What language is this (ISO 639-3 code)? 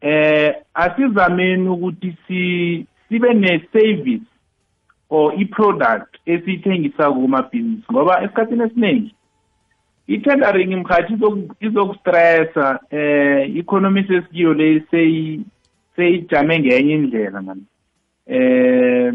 nbl